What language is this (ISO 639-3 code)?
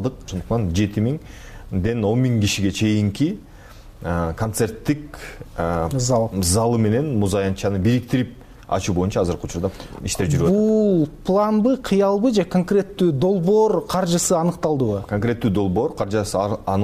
kir